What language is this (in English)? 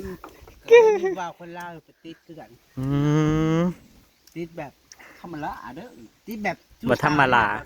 Northeastern Thai